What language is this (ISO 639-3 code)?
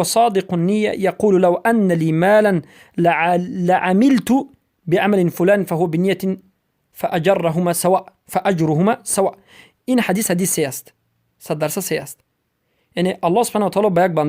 fas